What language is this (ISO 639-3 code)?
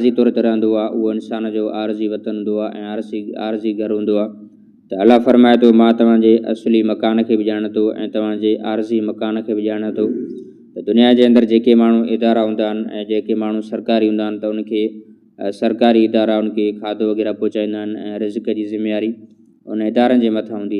snd